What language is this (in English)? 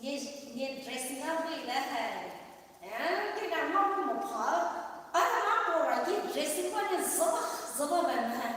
Poumei Naga